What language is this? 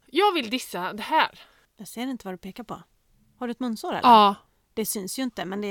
Swedish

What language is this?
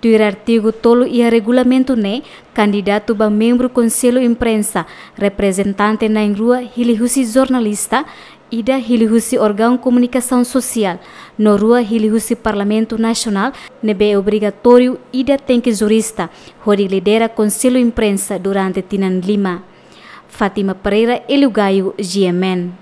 Tetum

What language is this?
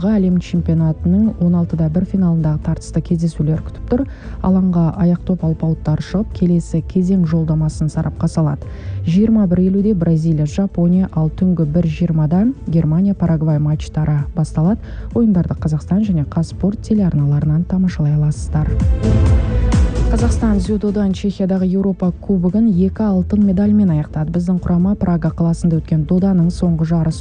Kazakh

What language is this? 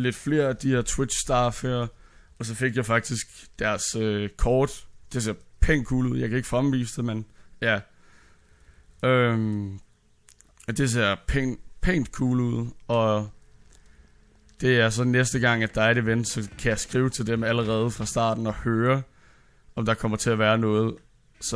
Danish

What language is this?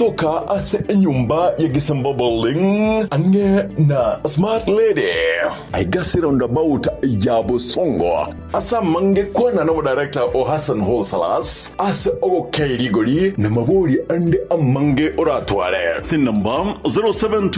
Gusii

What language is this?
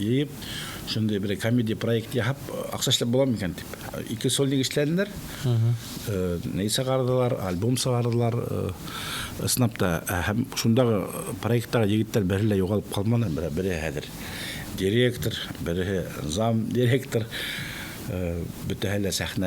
Bashkir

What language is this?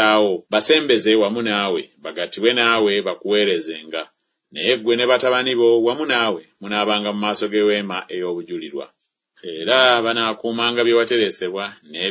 Ganda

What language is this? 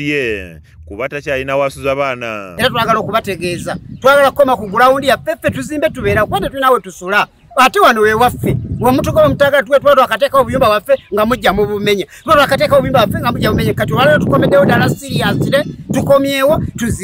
Ganda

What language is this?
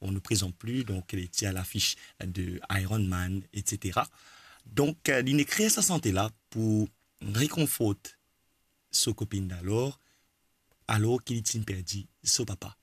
Morisyen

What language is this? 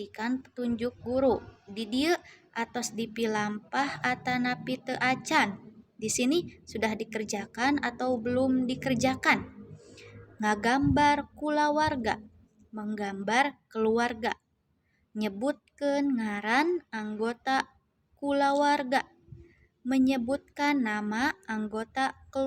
Sundanese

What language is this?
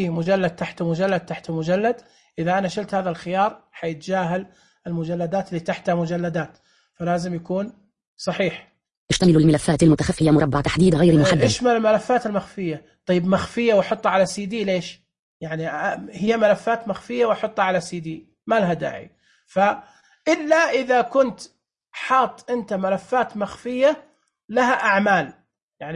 Najdi Arabic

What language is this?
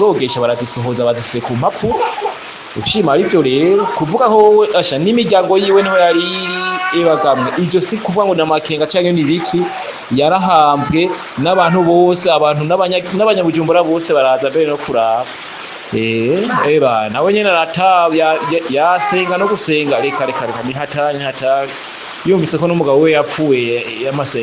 Rundi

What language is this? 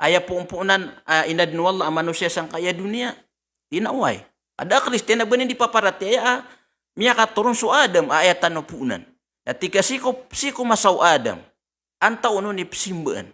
Maranao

